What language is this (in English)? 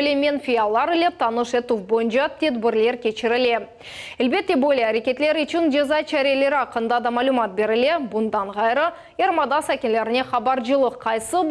Crimean Tatar